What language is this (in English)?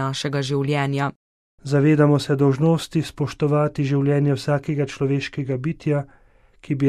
Slovenian